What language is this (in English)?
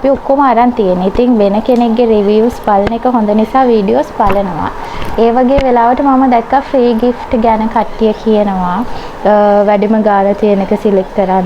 Sinhala